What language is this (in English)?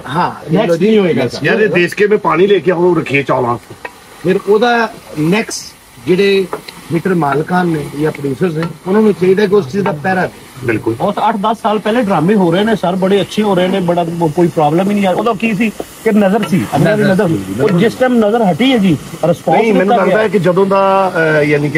Punjabi